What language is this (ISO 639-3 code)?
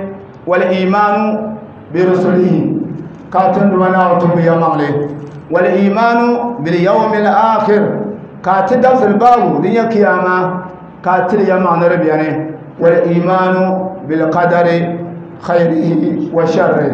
dag